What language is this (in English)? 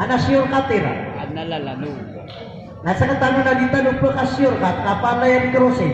Maranao